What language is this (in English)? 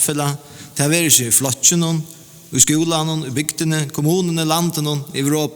Faroese